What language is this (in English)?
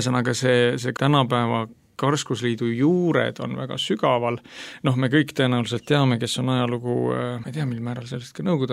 Estonian